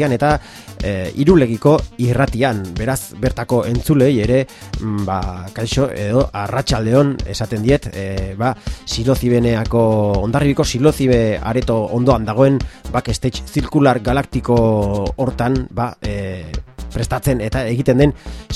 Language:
Basque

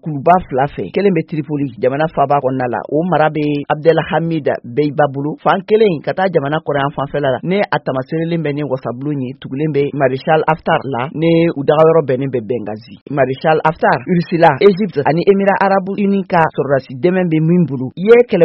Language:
Bambara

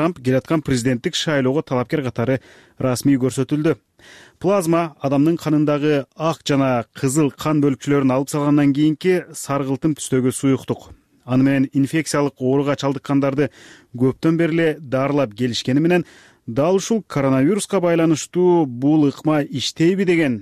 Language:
Kyrgyz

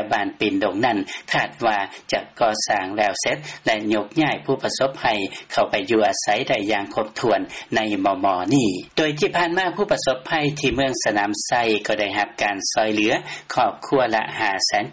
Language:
Lao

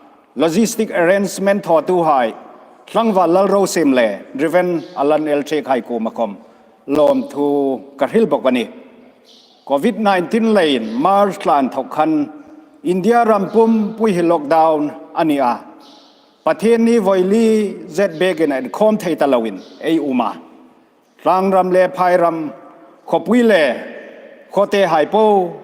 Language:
Hmar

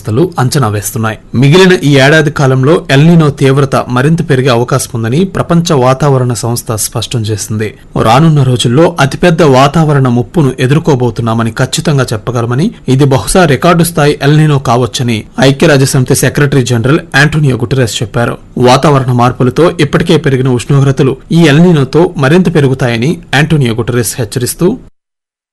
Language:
Telugu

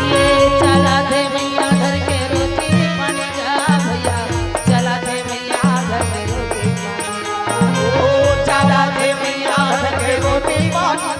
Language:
Chhattisgarhi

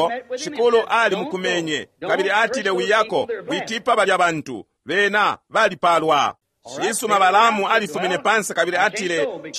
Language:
Bemba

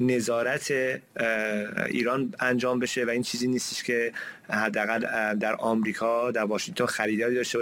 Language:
Persian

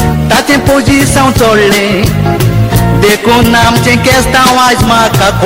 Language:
Konkani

